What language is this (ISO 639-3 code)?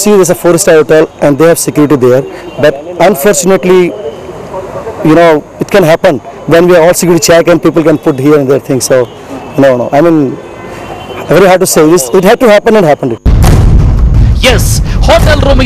kan